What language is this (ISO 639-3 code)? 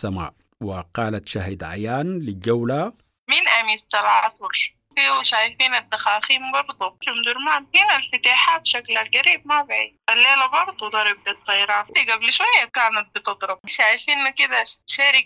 apd